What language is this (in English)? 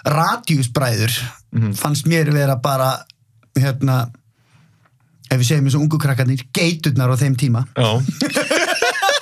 Icelandic